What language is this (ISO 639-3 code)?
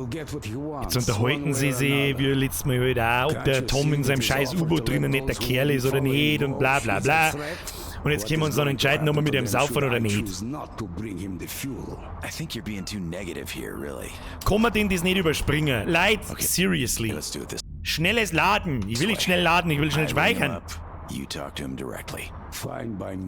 bar